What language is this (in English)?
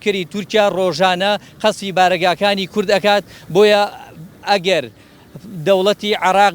Central Kurdish